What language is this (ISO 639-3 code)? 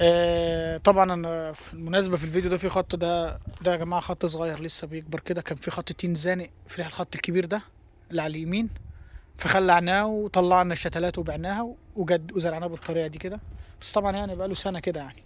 arz